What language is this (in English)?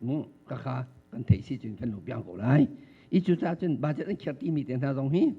Hakha Chin